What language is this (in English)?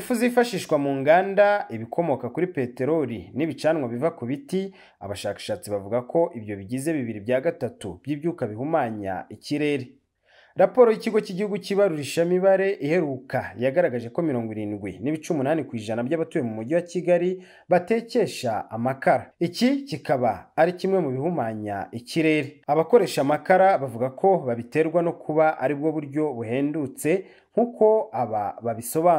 Kinyarwanda